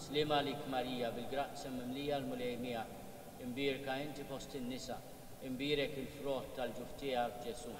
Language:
Maltese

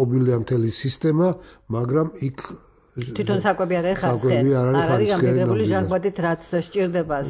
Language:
Georgian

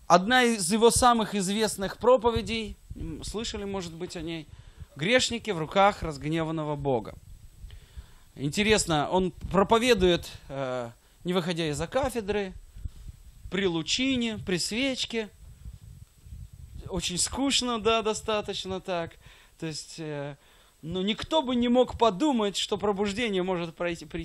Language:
Russian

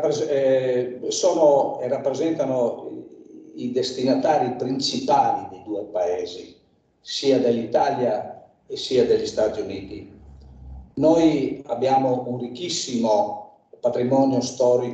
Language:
Italian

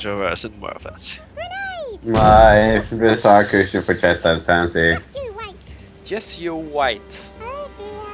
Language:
Faroese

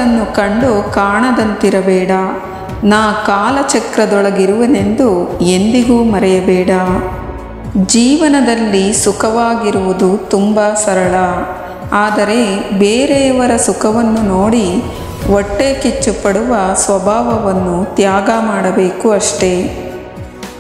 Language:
Kannada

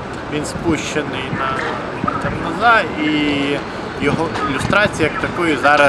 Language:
Ukrainian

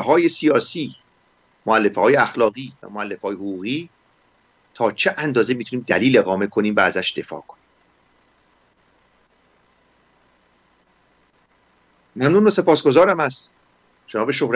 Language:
Persian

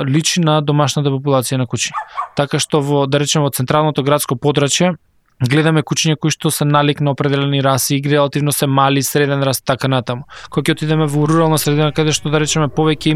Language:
Macedonian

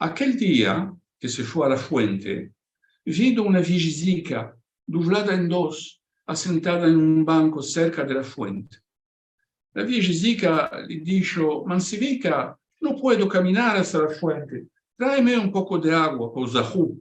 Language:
Ladino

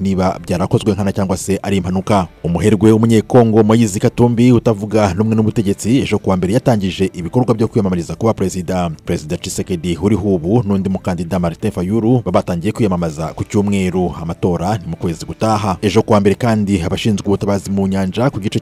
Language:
Kinyarwanda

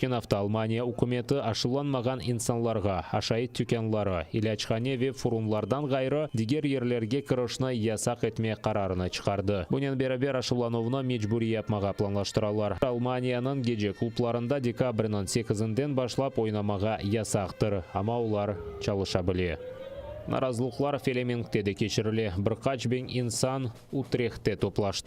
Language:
Crimean Tatar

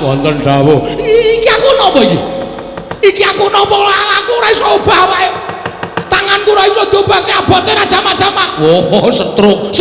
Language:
Javanese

